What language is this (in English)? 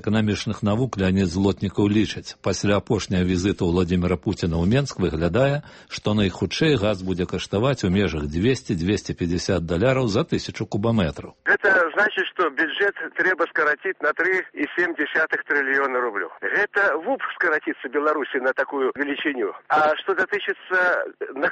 Belarusian